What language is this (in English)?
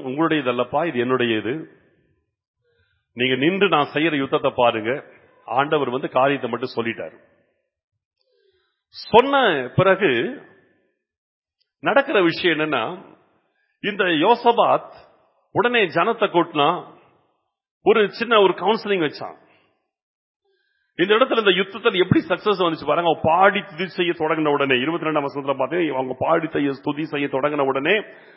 Tamil